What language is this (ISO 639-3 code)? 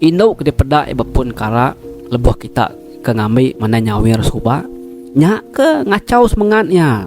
iba